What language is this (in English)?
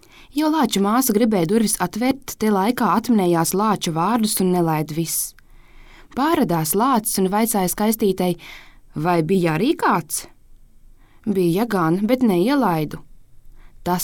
Latvian